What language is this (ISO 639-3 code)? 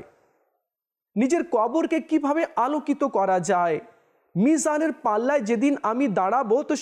ben